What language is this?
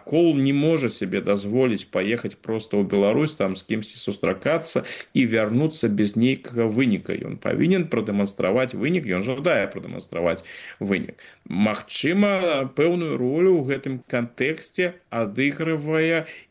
Belarusian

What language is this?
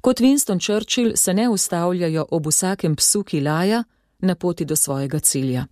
Slovenian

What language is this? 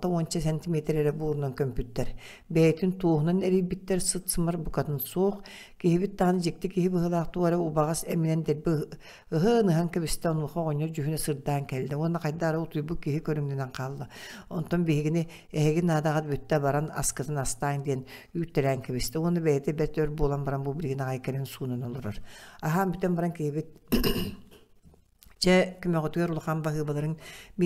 Yakut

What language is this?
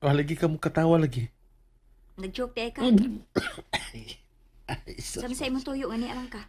Cebuano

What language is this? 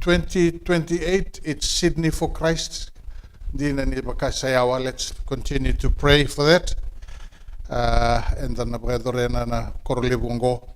Fijian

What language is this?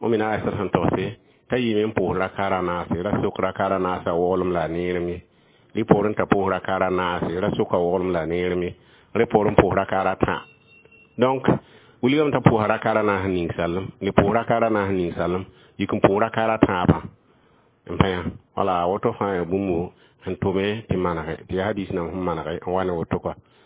Mossi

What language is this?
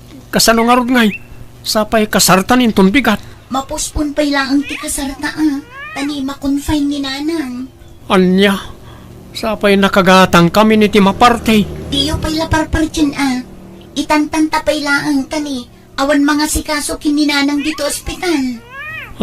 Iloko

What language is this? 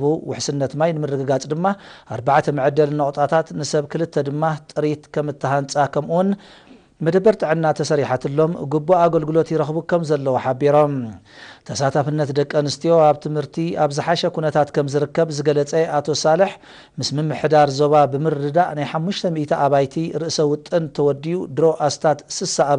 Tigrinya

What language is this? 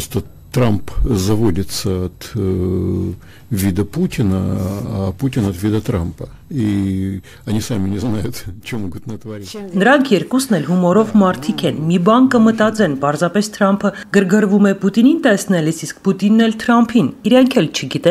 Armenian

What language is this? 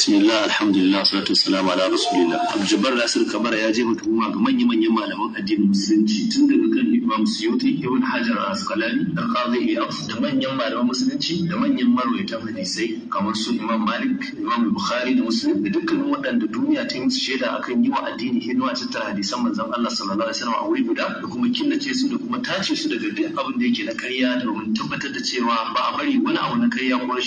Hausa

